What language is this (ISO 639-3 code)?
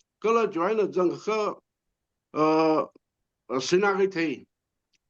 nmf